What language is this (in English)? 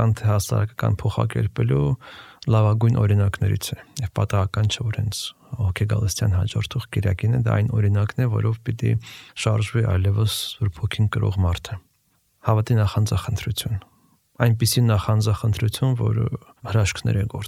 Armenian